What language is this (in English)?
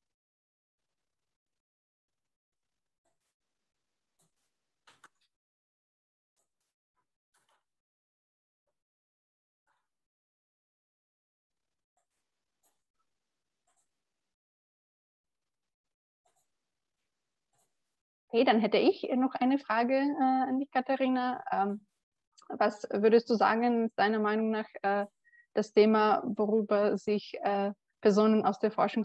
German